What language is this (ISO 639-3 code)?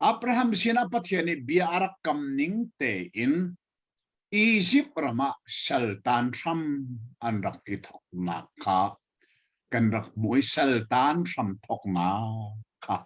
cnh